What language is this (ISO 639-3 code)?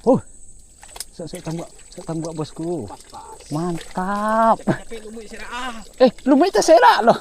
min